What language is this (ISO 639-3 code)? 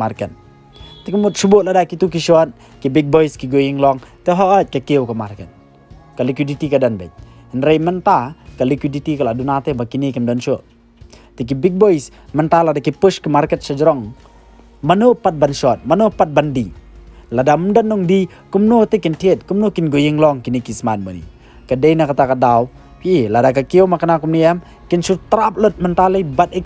kha